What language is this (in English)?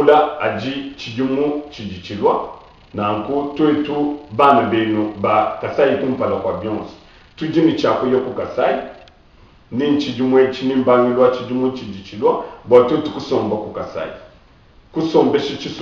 Luba-Lulua